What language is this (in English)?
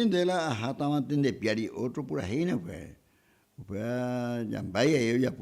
Guarani